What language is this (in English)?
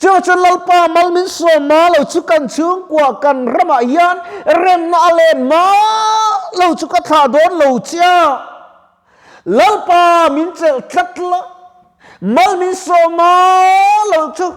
Mizo